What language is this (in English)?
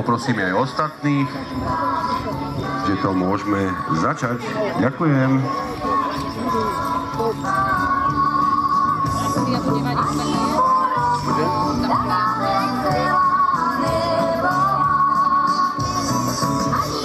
Slovak